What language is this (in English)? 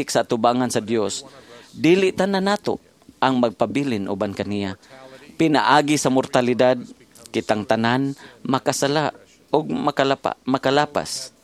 Cebuano